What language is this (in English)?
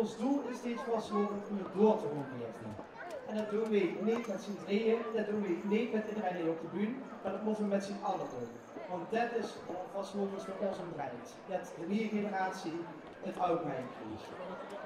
Limburgish